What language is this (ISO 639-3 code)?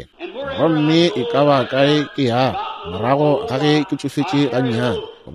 nso